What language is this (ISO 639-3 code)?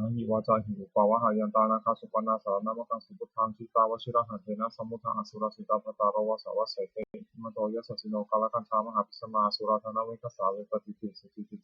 pli